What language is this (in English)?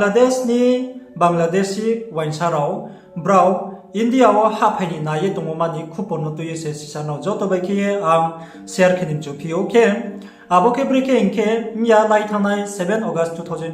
Riang (India)